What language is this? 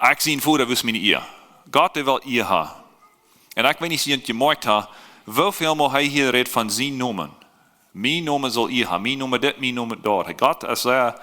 Plautdietsch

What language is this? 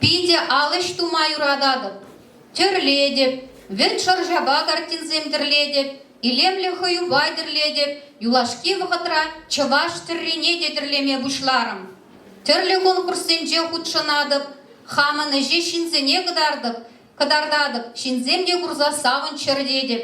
Chuvash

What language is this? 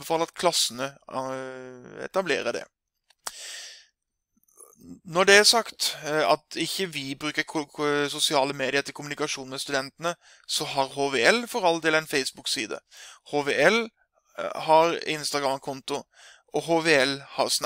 Norwegian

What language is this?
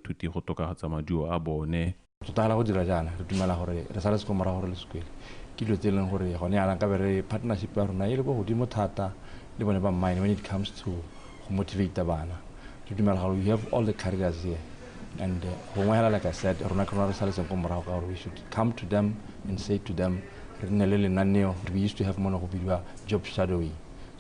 Tswana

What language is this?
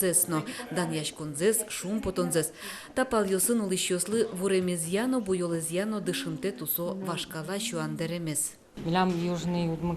Udmurt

